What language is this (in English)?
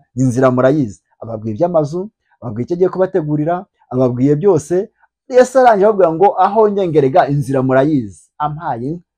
Kinyarwanda